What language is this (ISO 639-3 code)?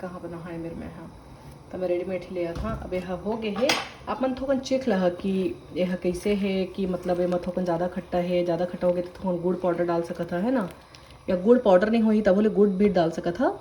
hne